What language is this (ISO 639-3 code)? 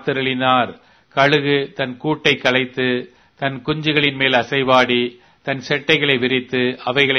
tam